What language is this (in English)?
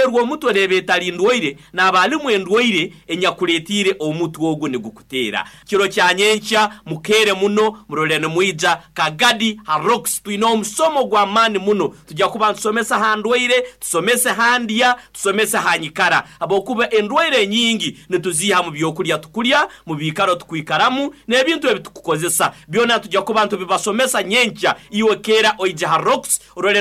Nyoro